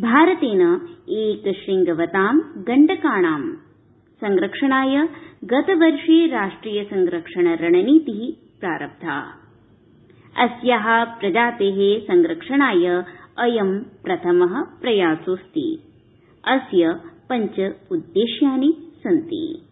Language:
Sanskrit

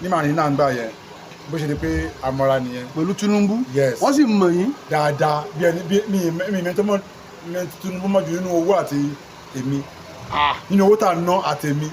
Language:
Yoruba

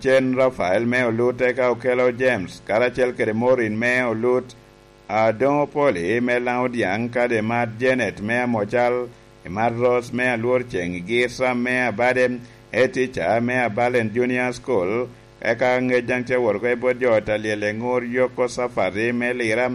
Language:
Lango (Uganda)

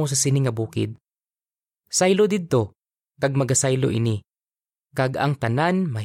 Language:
Hiligaynon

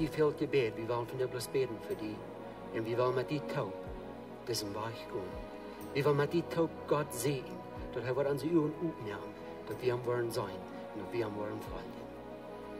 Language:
Plautdietsch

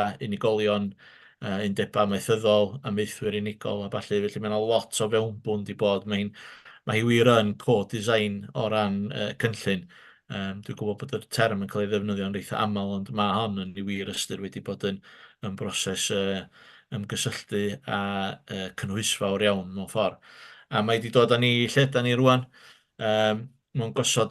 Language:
Welsh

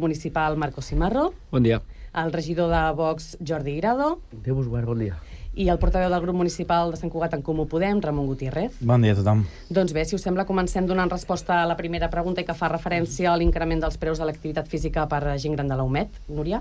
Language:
Catalan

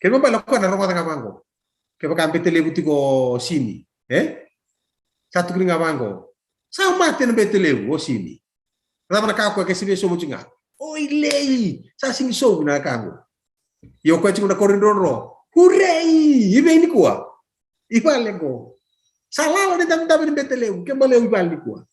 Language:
Fijian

